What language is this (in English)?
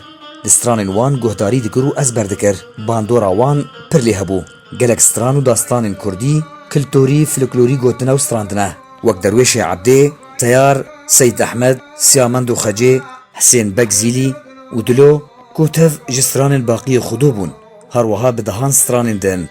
Kurdish